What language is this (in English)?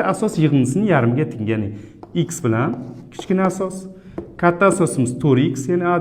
Uzbek